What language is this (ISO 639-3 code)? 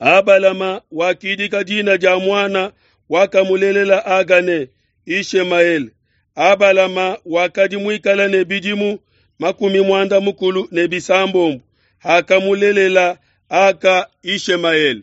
lua